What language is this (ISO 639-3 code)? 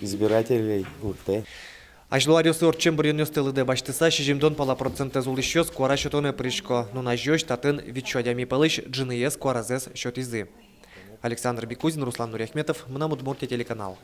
udm